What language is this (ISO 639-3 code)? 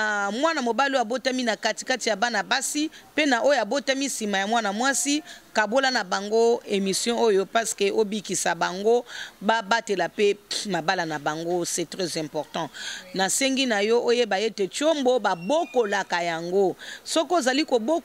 lin